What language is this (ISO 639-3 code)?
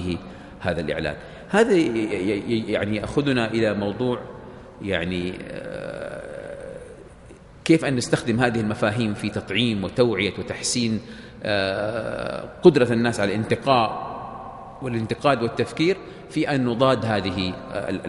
ara